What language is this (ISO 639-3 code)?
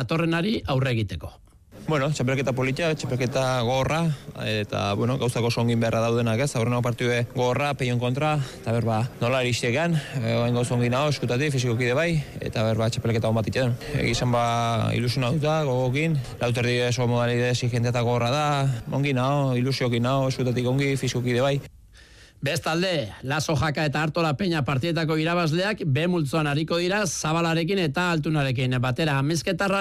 eus